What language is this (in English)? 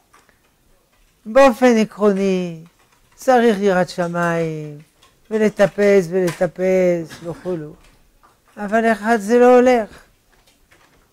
Hebrew